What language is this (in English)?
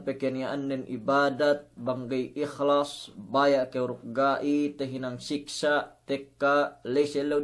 Yakan